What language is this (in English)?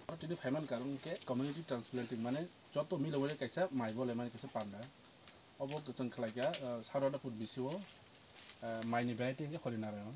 Kok Borok